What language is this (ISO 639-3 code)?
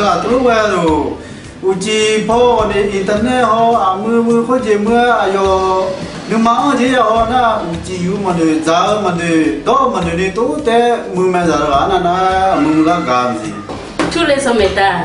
ahk